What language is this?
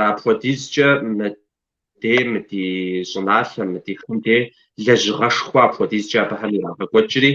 Kabardian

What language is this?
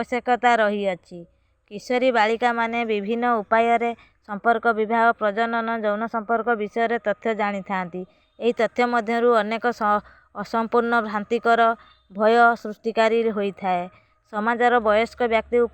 Odia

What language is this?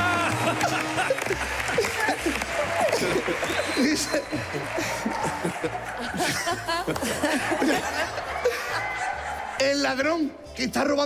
Spanish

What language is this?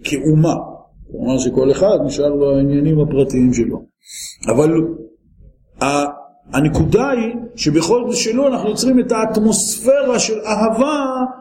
Hebrew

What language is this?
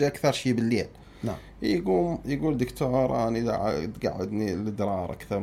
Mesopotamian Arabic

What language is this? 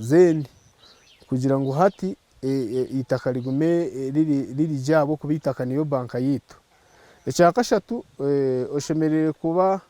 Nyankole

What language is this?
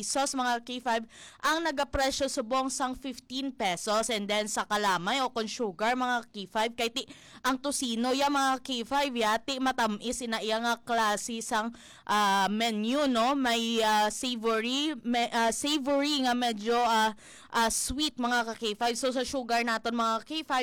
Hiligaynon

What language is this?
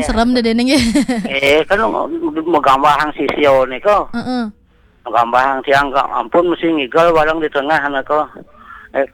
Balinese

